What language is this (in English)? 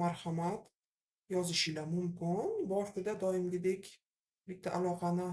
Uzbek